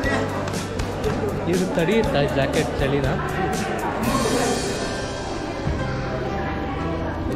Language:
Kannada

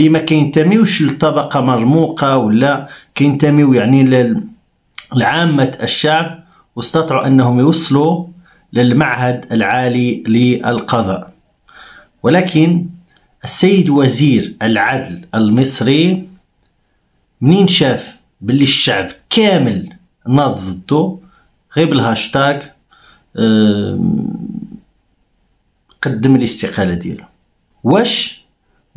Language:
Moroccan Arabic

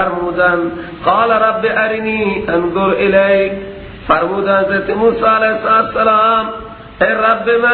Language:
Persian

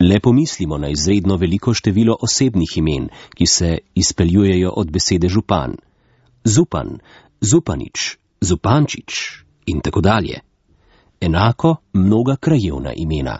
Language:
Slovenian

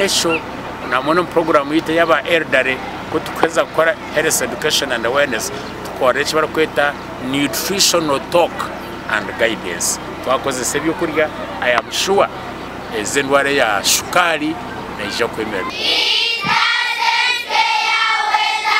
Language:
Nyankole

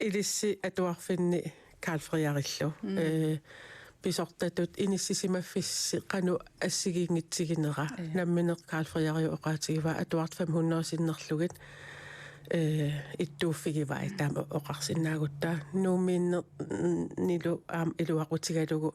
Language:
Kalaallisut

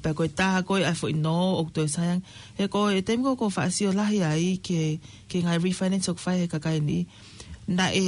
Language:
Tongan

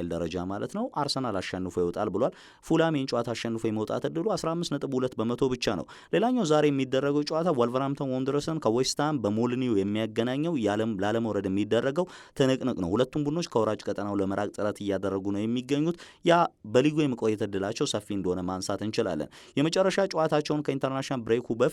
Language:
Amharic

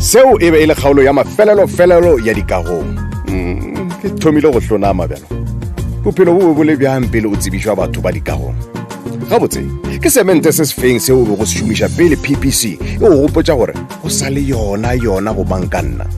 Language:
Northern Sotho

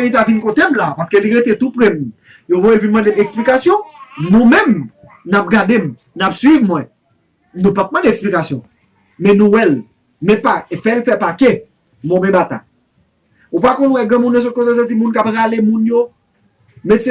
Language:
Haitian Creole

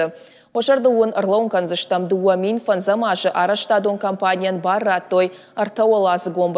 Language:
Ossetic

